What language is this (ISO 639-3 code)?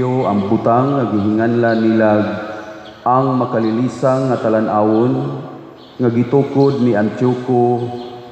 ceb